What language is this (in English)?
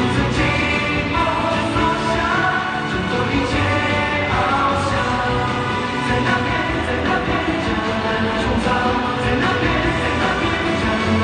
Chinese